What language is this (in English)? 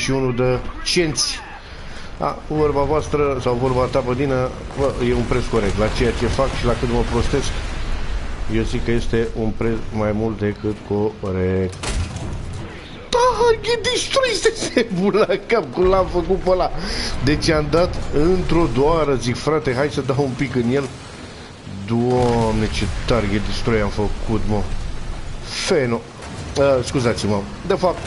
Romanian